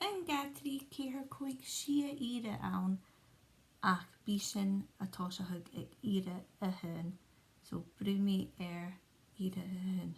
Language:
Scottish Gaelic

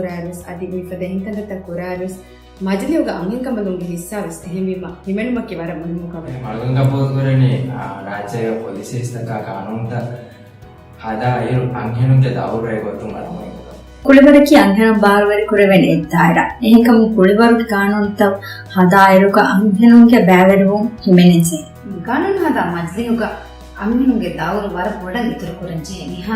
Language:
Divehi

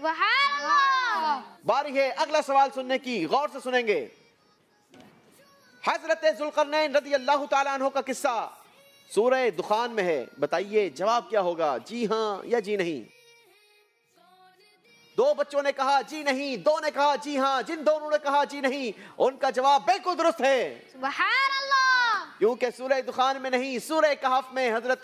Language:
Hindi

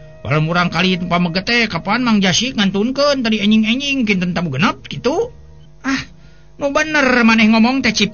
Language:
Sundanese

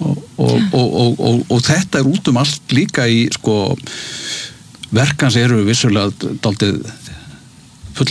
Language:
Icelandic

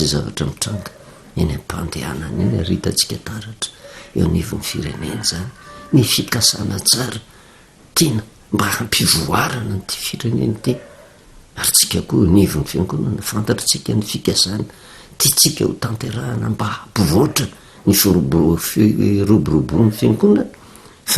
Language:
Malagasy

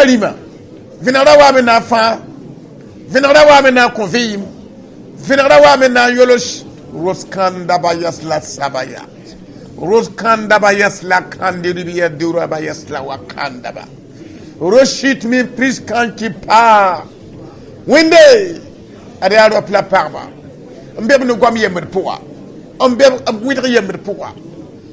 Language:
Mossi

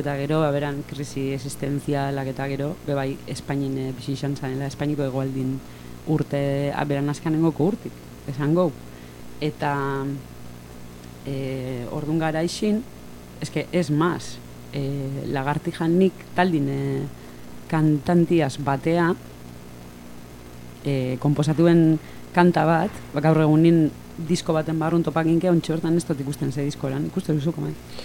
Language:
Basque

